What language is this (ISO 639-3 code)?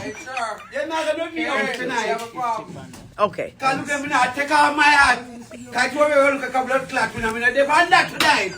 jam